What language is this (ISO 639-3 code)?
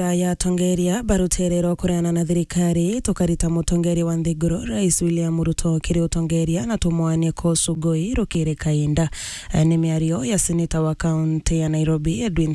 mer